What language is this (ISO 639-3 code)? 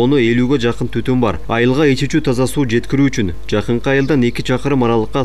kir